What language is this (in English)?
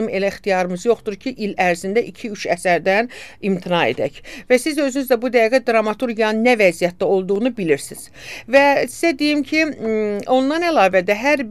Azerbaijani